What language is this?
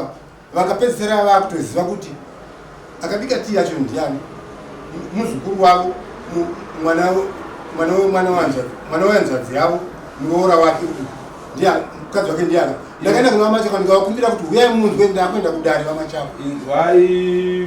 Shona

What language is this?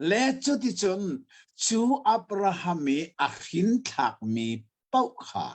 Hakha Chin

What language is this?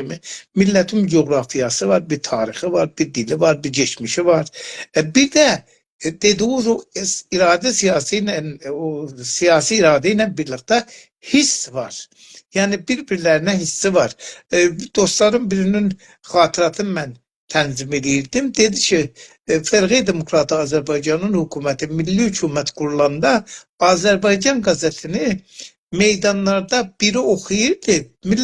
South Azerbaijani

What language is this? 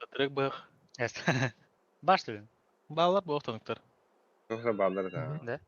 Yakut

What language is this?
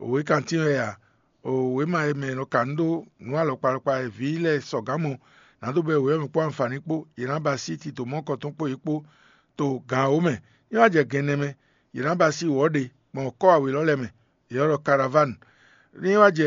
Fon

